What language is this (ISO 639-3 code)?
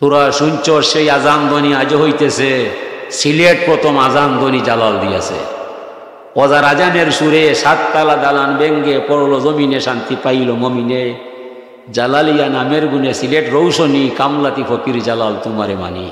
syl